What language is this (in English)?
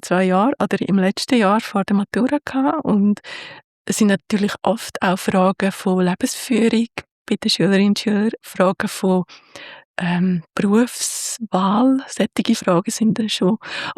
Swiss German